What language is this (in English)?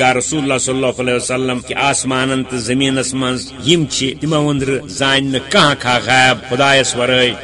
Kashmiri